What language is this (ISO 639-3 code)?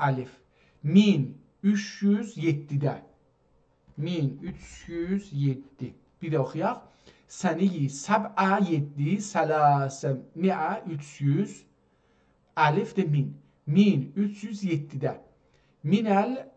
azb